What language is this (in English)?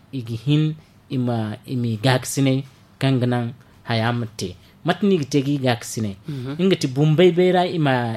Zarma